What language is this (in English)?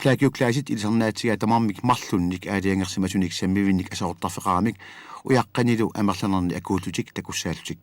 Kalaallisut